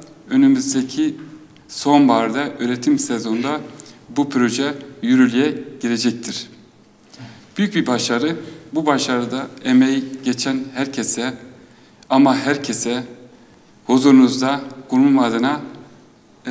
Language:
Turkish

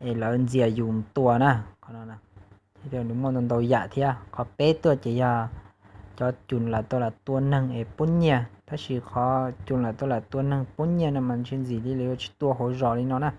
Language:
Hmong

